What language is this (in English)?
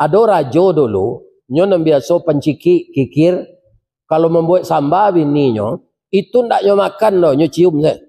Minangkabau